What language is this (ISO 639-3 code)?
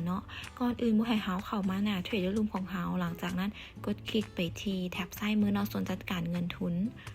lao